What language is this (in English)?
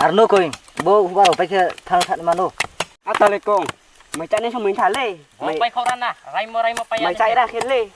Riang (India)